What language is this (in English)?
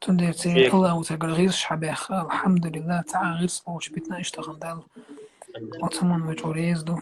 Chechen